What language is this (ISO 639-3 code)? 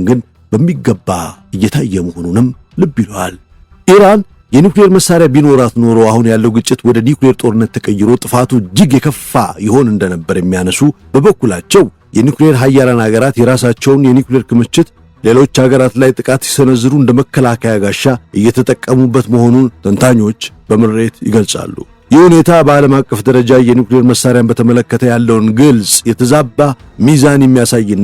amh